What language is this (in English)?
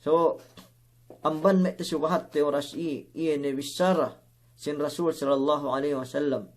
Yakan